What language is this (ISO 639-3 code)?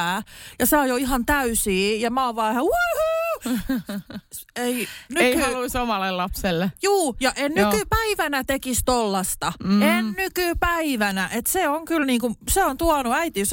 fin